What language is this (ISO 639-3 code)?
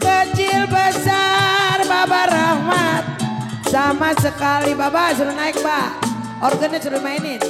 bew